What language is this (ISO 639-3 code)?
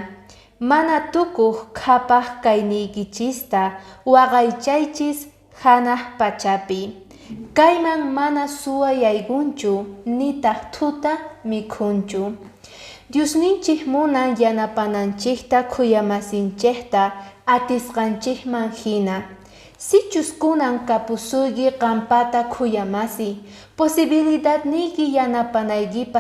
que